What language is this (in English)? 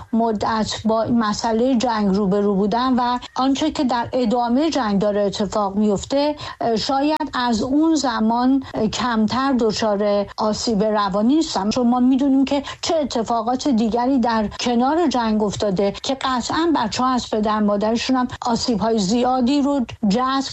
Persian